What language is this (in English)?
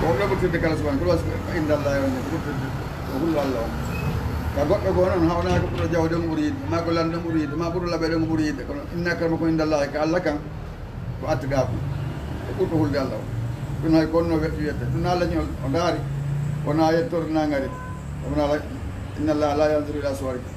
Fula